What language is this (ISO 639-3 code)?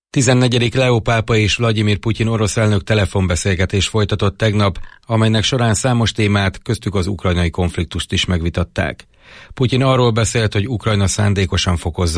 hun